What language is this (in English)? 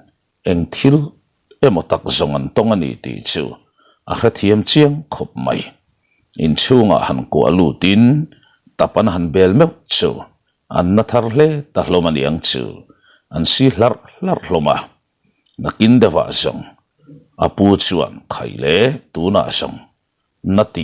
Mizo